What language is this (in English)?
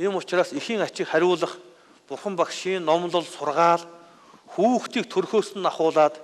Mongolian